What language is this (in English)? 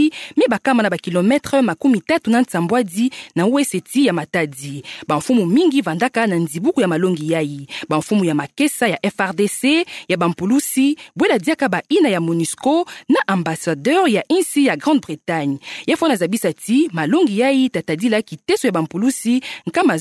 Kituba (Democratic Republic of Congo)